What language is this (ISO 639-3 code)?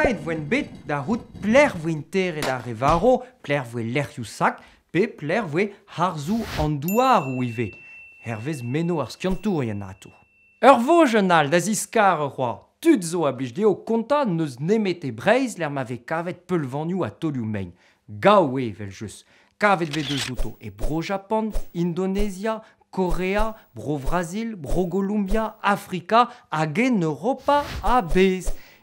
bre